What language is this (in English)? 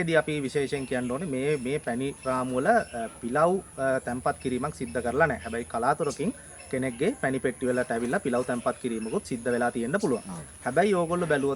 Sinhala